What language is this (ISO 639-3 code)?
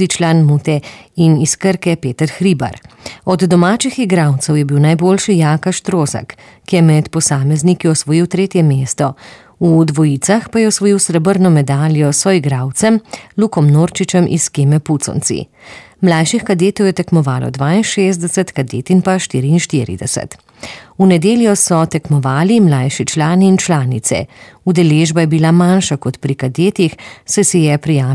slv